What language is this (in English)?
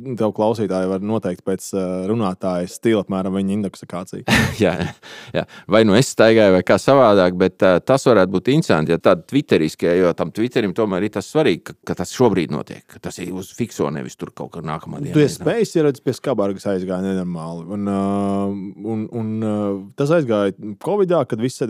Latvian